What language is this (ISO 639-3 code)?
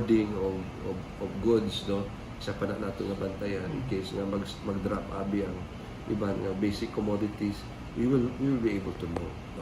hil